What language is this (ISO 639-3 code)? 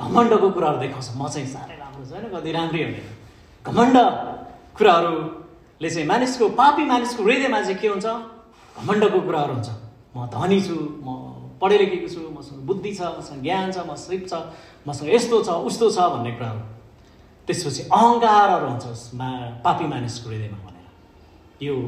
nep